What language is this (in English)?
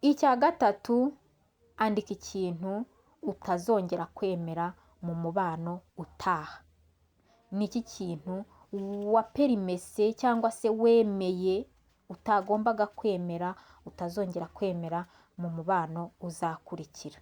Kinyarwanda